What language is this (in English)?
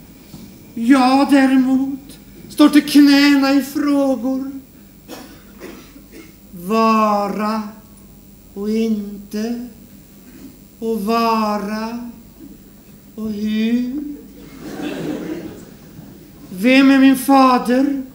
Swedish